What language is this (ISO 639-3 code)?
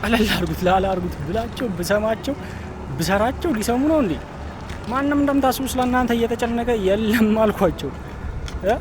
amh